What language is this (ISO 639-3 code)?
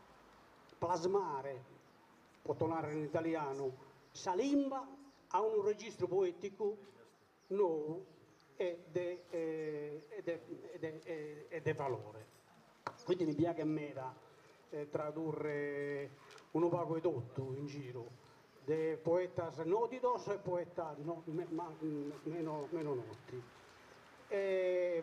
srd